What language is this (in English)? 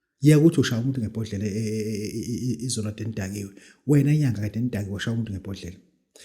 Zulu